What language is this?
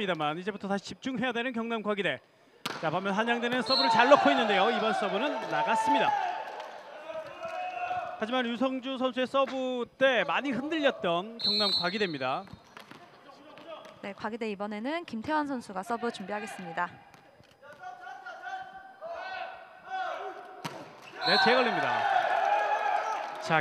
Korean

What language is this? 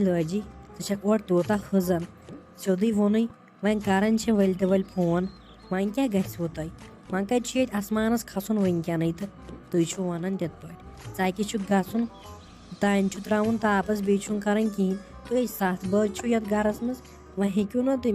Kashmiri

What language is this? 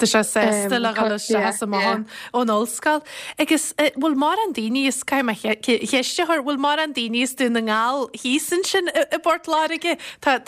Irish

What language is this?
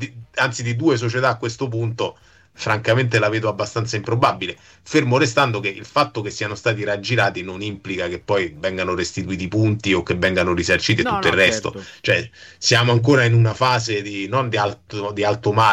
Italian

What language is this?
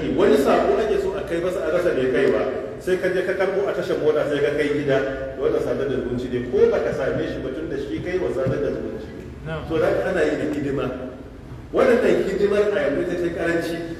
Hausa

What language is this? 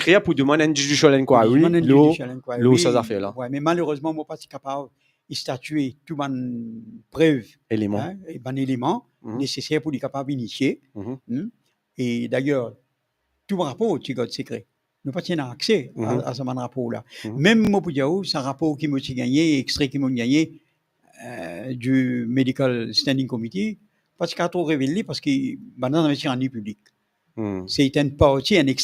Morisyen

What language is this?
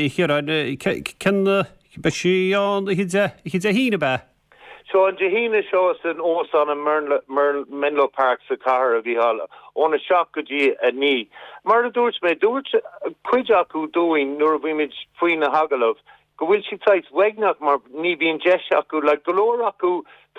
Irish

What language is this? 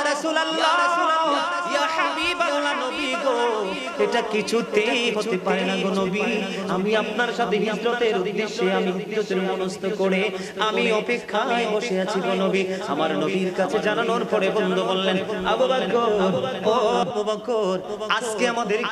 Bangla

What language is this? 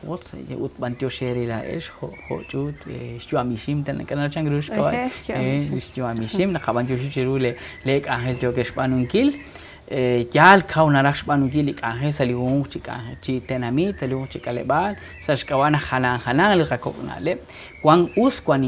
Kekchí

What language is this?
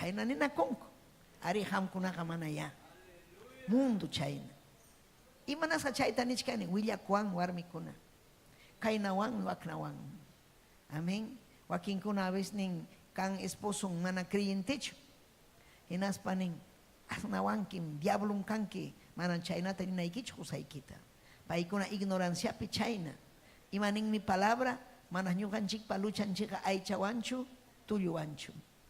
Ayacucho Quechua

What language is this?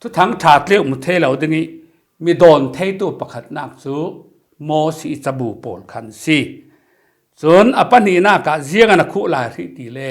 Falam Chin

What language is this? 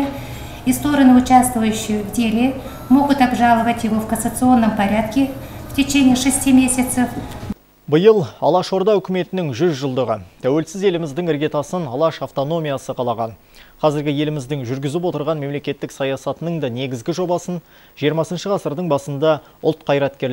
Kazakh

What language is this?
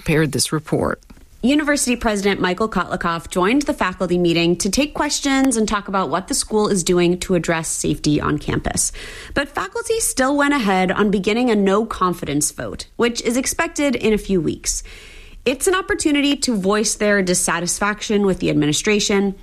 English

